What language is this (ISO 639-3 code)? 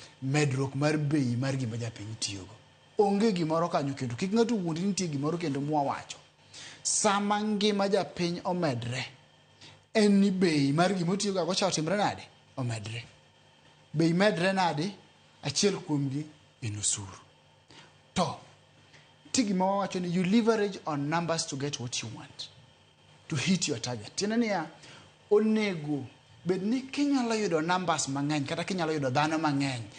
luo